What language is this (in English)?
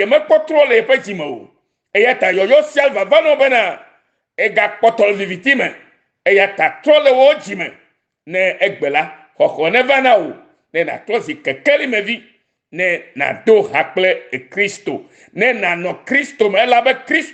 Ewe